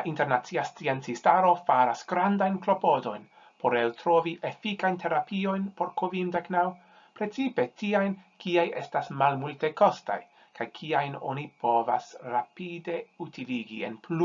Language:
Esperanto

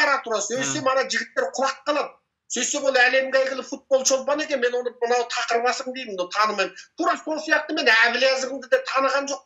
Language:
Kazakh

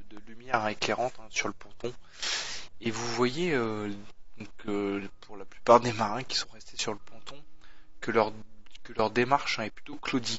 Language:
French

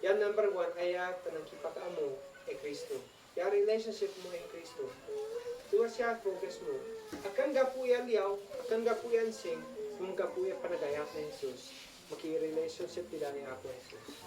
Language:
Isnag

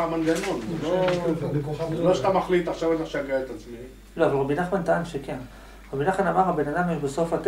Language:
Hebrew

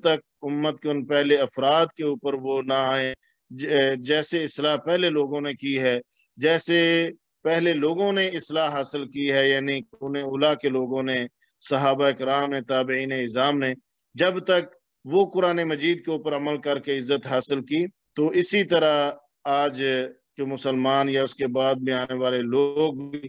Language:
Urdu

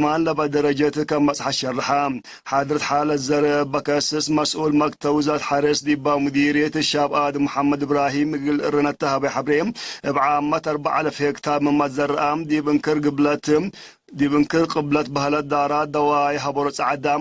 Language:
Tigre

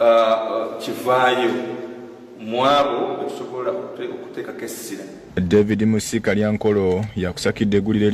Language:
Ganda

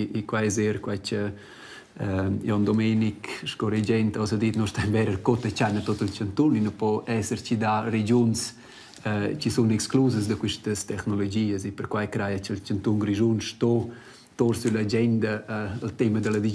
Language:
Romansh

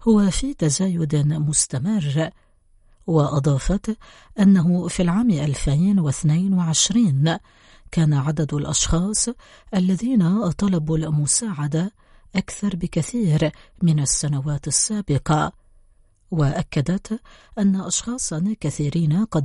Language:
Arabic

